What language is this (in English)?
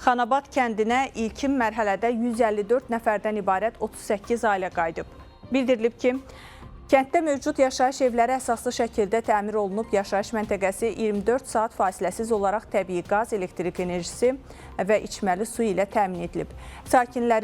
Azerbaijani